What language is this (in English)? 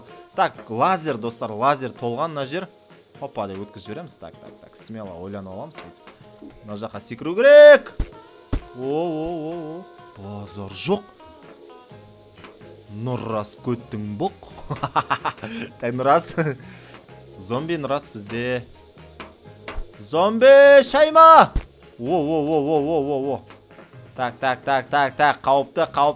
Kazakh